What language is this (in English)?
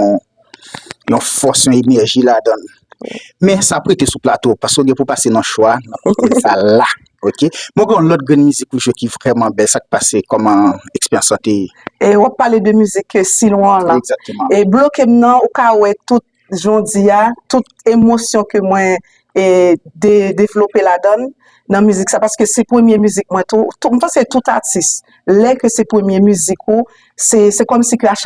Haitian Creole